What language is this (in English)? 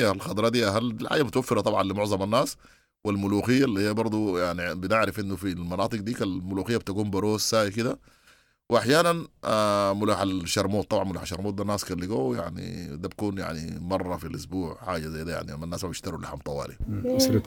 Sudanese Arabic